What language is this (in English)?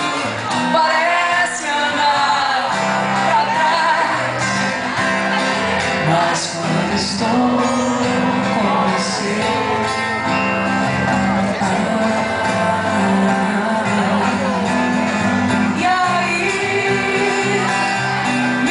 Portuguese